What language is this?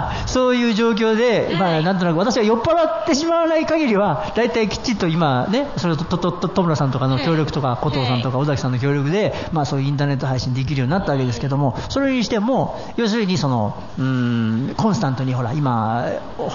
Japanese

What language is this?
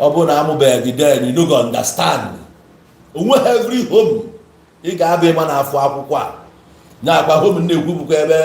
Igbo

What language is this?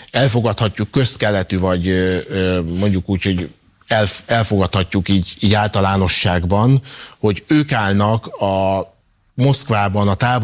Hungarian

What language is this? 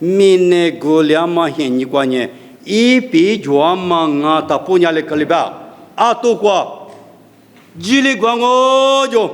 Lisu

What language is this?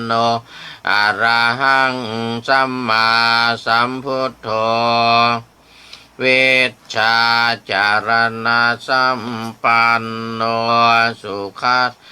Pali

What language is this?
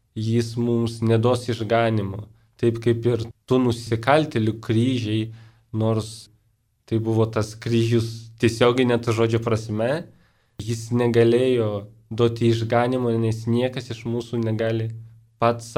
Lithuanian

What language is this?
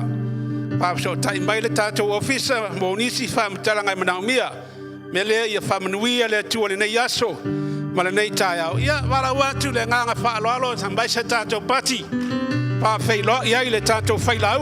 Samoan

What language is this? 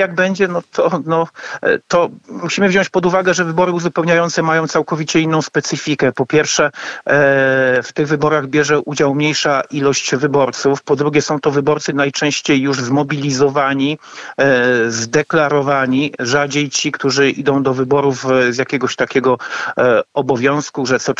Polish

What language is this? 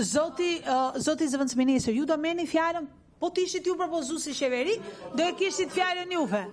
Albanian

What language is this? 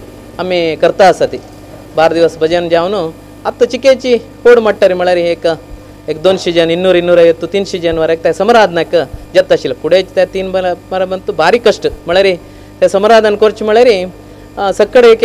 Konkani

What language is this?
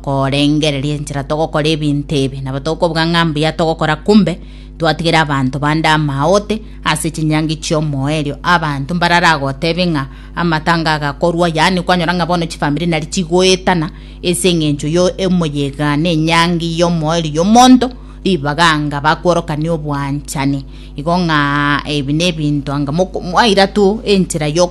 Gusii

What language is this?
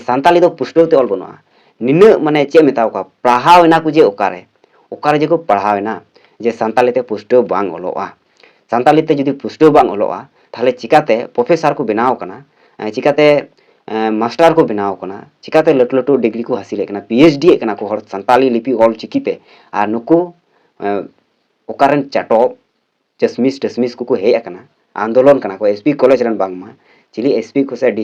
Santali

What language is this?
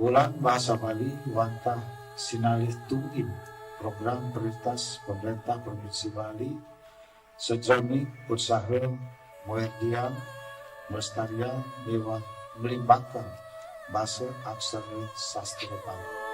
Balinese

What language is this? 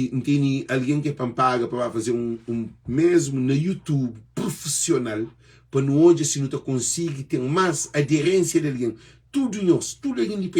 Kabuverdianu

